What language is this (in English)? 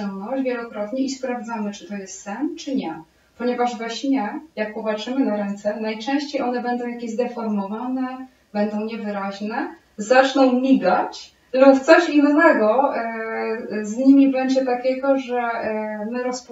Polish